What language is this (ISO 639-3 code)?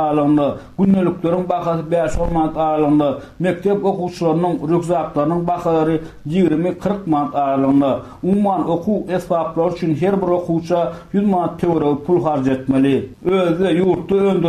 tuk